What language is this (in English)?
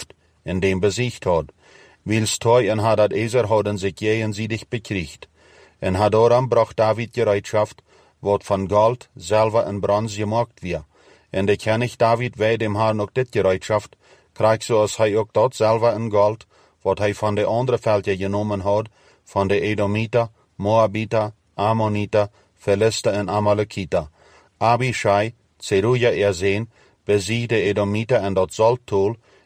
Plautdietsch